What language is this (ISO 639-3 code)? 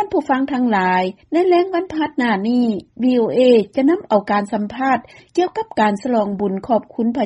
lao